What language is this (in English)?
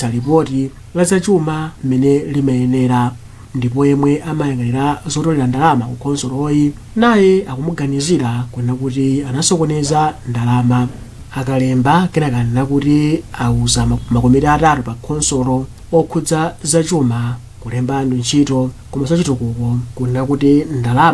Nyanja